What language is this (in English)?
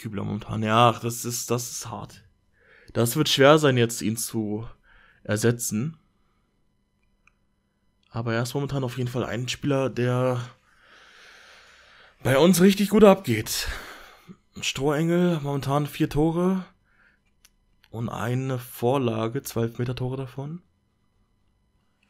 German